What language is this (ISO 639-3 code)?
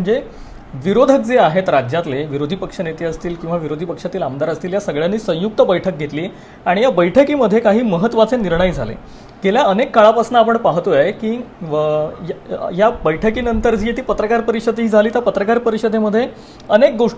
mar